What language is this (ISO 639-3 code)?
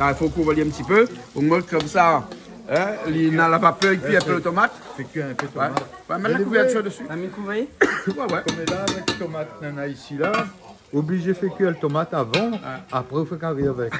rcf